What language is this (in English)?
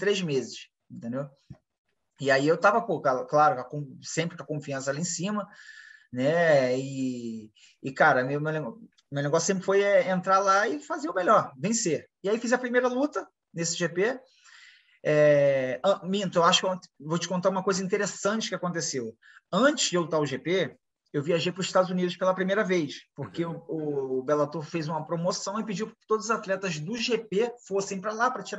Portuguese